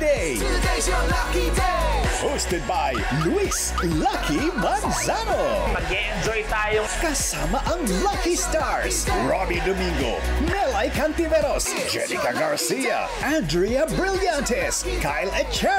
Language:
Filipino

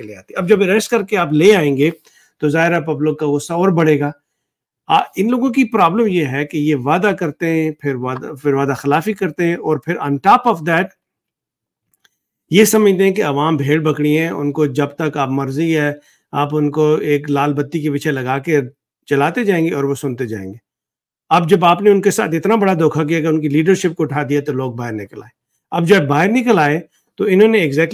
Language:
Urdu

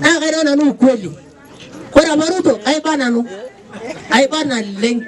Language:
Masai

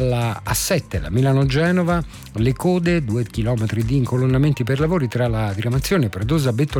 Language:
Italian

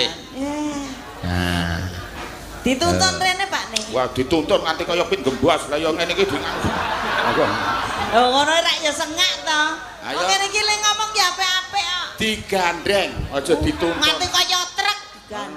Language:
Javanese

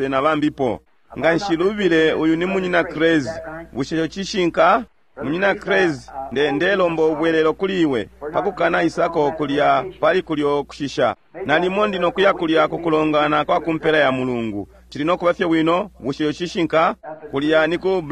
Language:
Bemba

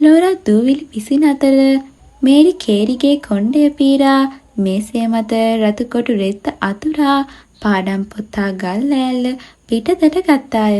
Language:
Sinhala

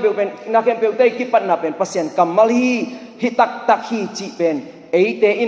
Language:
Tedim Chin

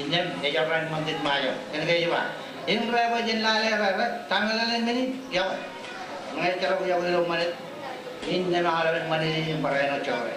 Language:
Marshallese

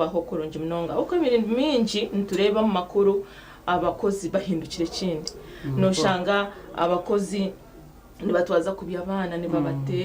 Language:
Nyankole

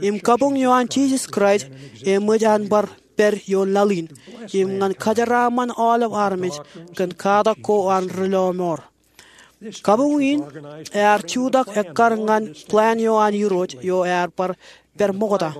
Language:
Marshallese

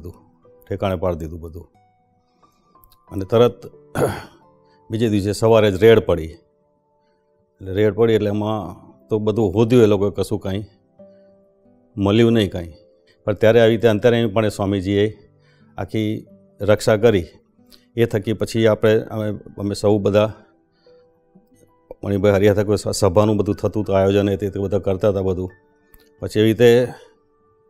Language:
Gujarati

